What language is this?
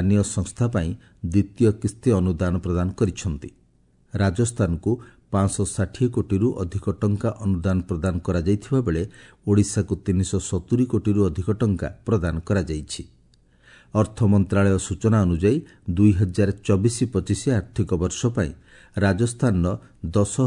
Odia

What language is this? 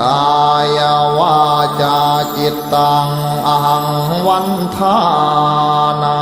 Pali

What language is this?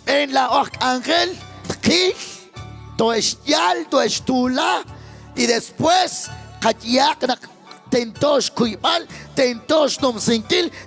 Kekchí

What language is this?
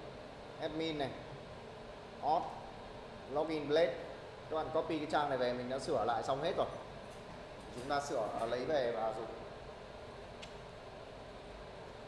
Vietnamese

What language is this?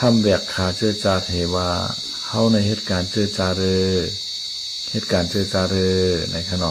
Shan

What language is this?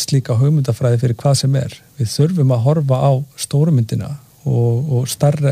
Icelandic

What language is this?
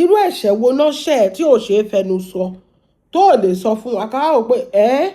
Yoruba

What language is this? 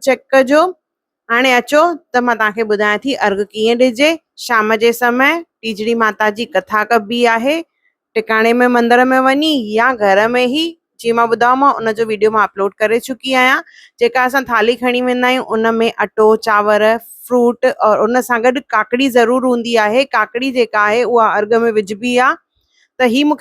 Sindhi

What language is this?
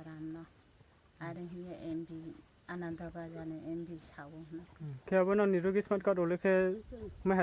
Riang (India)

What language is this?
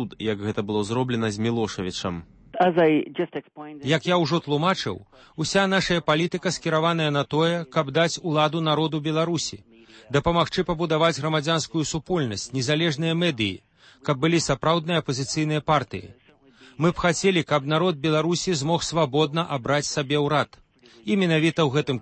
Belarusian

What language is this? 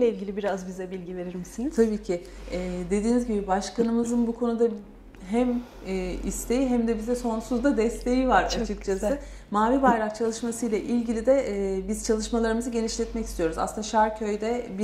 Turkish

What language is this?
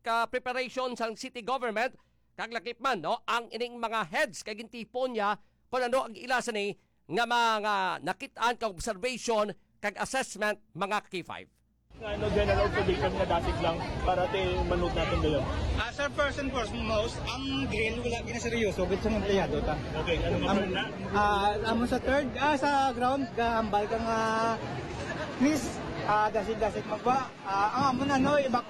Hiligaynon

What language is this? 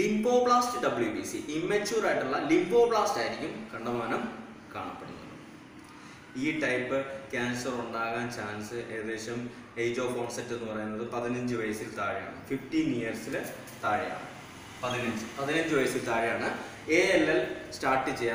Malayalam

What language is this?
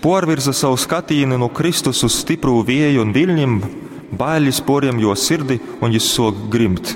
Latgalian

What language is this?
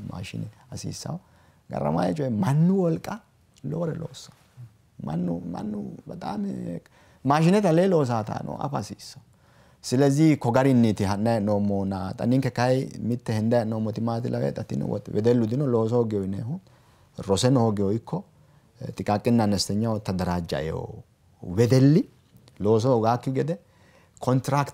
Sidamo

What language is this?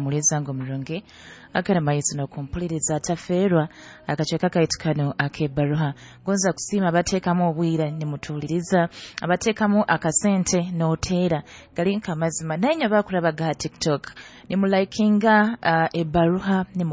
Nyoro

